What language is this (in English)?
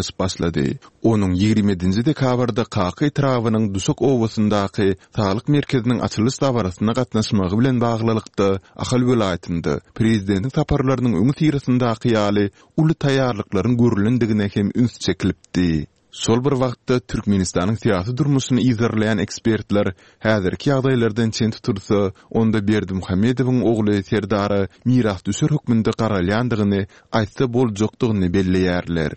Turkmen